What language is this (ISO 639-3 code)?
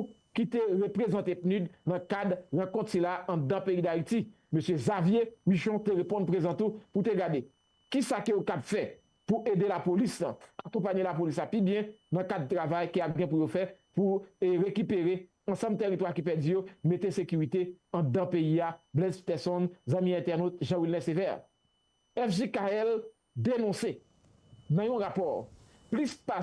hat